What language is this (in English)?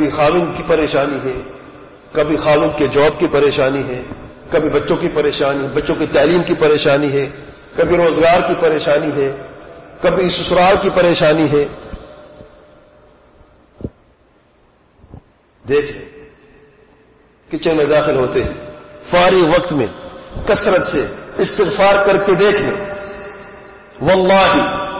Urdu